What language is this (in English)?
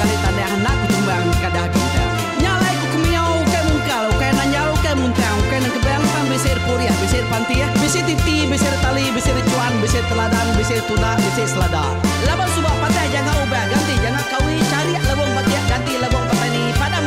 Iban